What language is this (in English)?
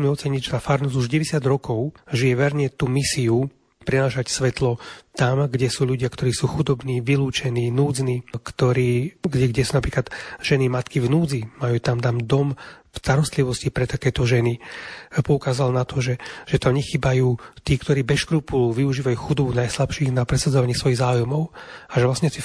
Slovak